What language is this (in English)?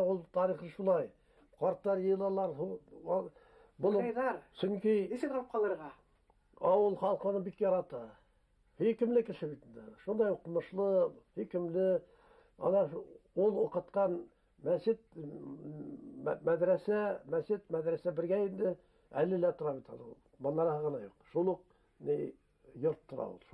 Bashkir